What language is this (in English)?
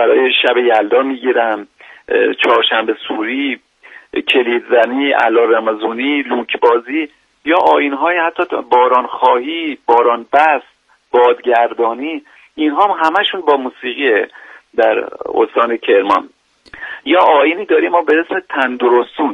Persian